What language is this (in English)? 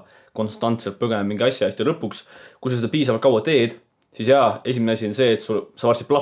Estonian